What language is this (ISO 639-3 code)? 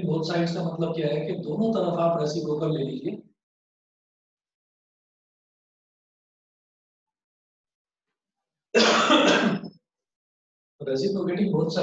hin